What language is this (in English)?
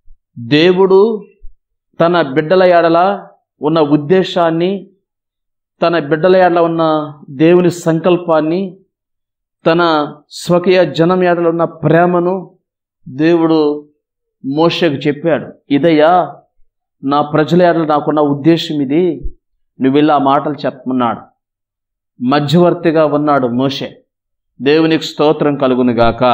Telugu